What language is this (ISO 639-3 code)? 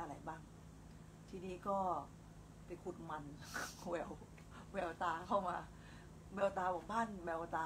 tha